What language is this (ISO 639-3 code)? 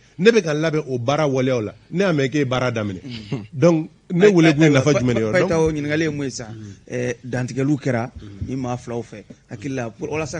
bam